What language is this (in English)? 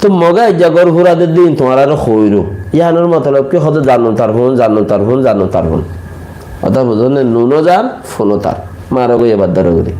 Rohingya